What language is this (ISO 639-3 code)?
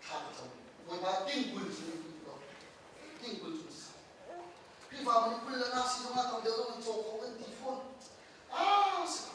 cnh